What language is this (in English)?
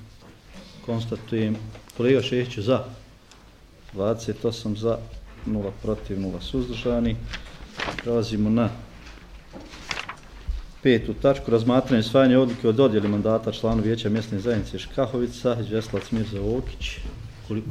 Bosnian